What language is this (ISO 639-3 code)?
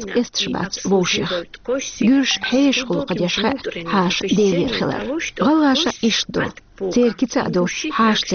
che